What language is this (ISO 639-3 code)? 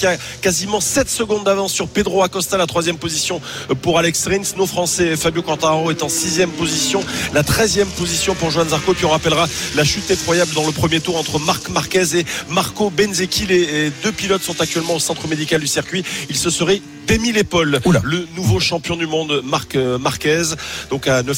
fra